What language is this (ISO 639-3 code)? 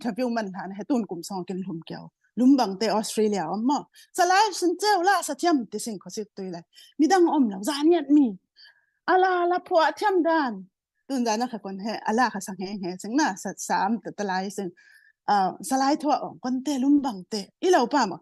cfm